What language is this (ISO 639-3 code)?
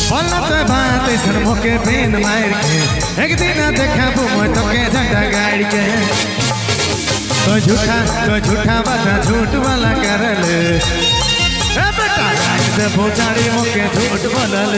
sck